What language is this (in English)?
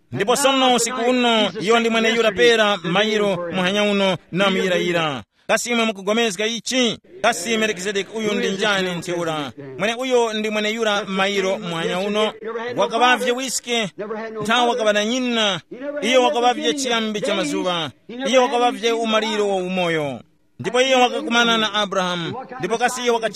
Tumbuka